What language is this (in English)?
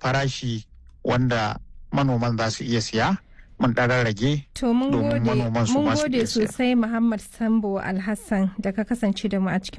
Hausa